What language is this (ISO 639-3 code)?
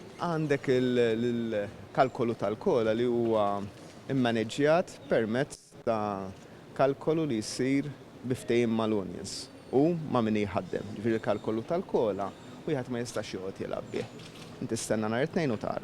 mlt